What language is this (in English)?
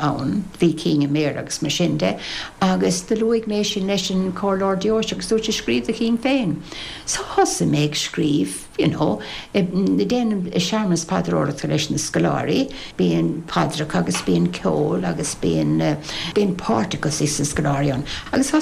Irish